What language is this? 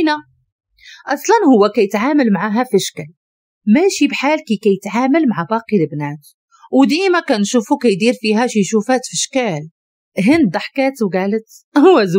Moroccan Arabic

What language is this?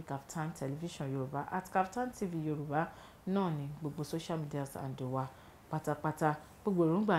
Yoruba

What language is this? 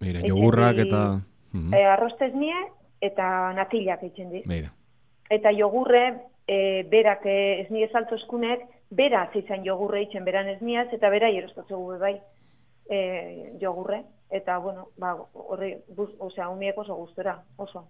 Basque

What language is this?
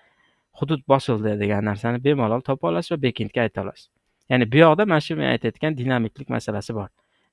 Uzbek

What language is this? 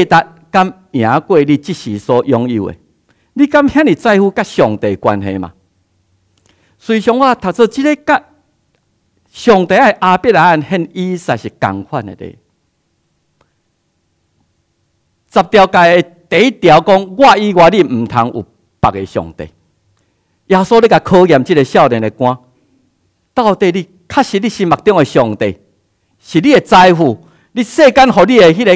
Min Nan Chinese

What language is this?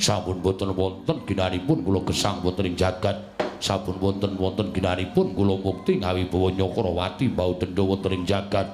Javanese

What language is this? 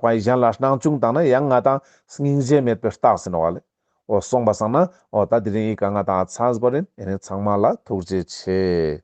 Ladakhi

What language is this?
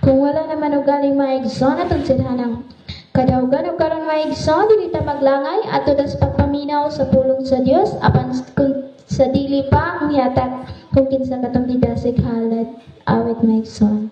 Cebuano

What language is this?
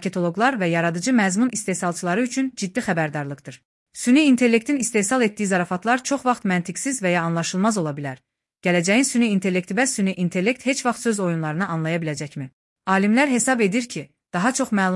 Azerbaijani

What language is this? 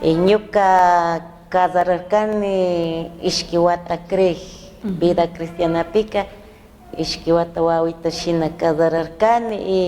Chimborazo Highland Quichua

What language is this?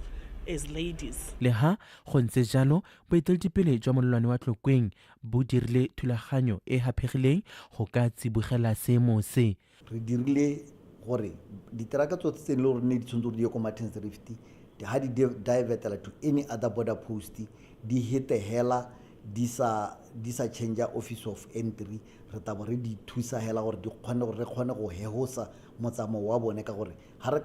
Tswana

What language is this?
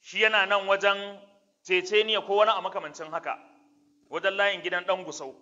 Hausa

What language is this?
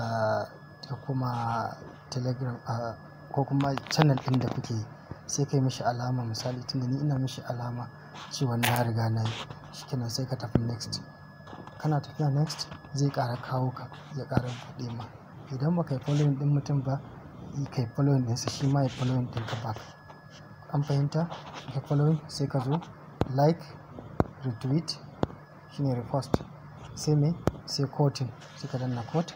Hausa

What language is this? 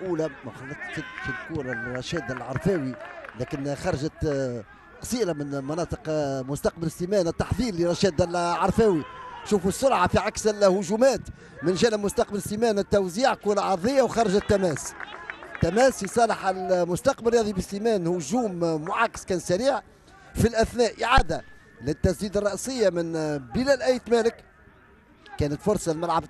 Tunisian Arabic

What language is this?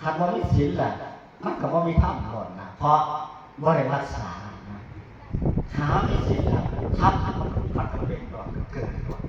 Northeastern Thai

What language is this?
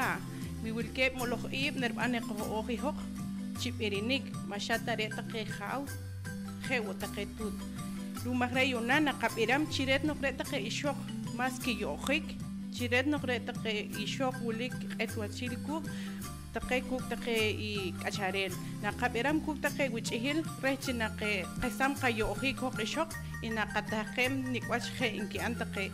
Poqomchi'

